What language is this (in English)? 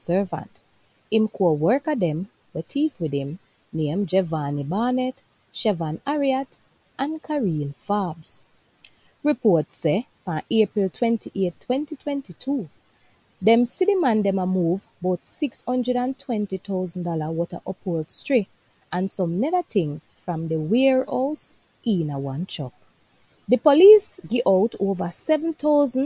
Jamaican Creole English